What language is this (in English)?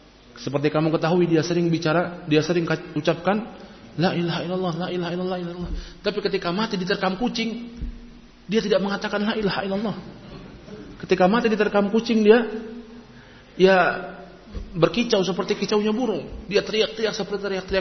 Indonesian